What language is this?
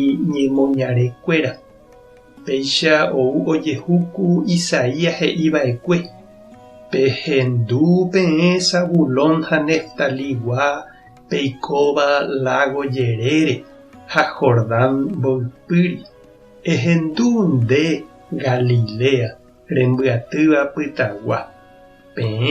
Guarani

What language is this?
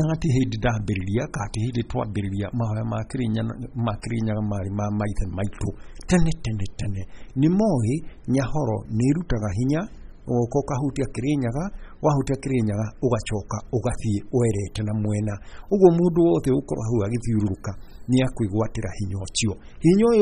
Kikuyu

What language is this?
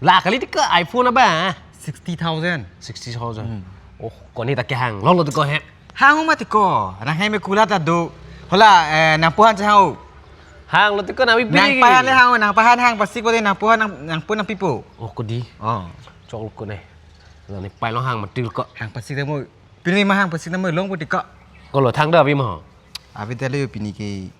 Karbi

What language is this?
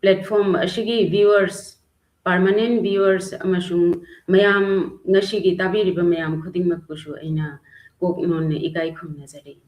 Manipuri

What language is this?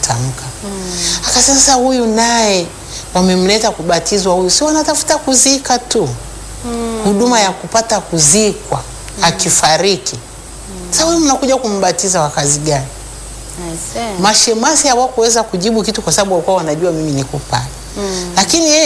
Swahili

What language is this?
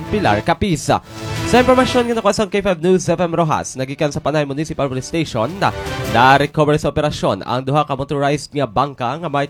Hiligaynon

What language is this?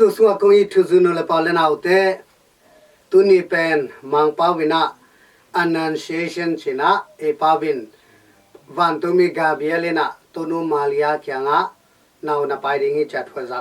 Tedim Chin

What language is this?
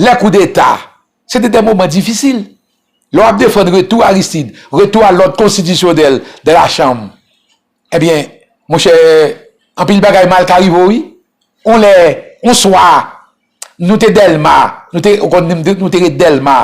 Haitian Creole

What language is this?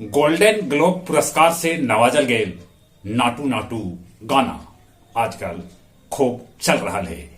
Magahi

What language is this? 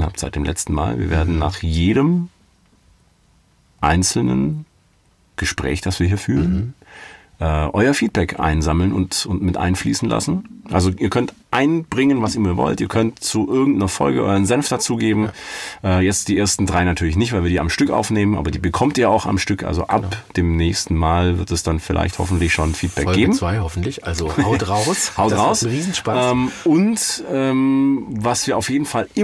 German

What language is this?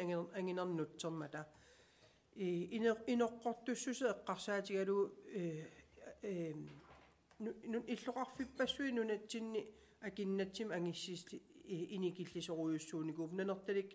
Kalaallisut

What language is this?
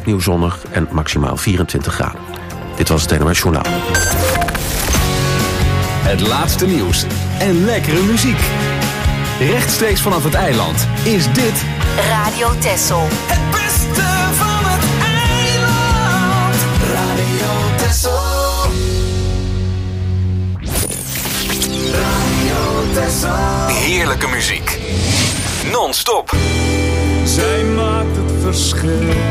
Dutch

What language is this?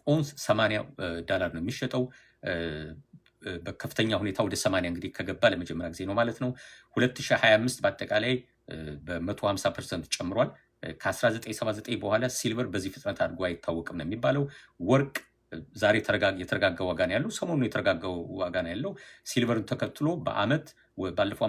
Amharic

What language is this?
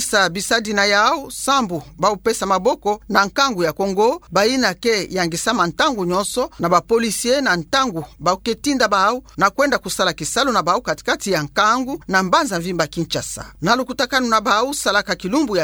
Kituba (Democratic Republic of Congo)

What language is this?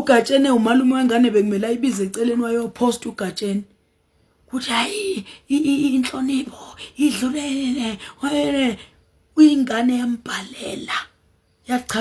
Zulu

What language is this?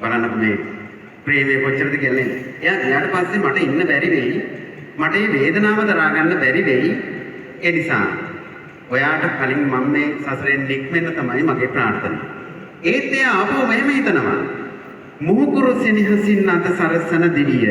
Sinhala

